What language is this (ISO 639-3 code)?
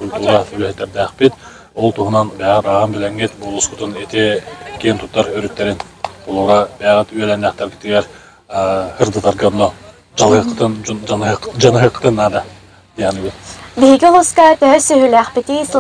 sah